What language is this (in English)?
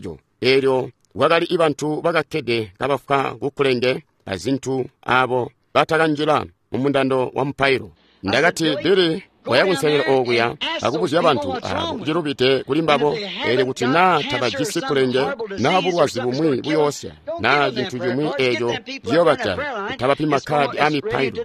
Tonga (Zambia)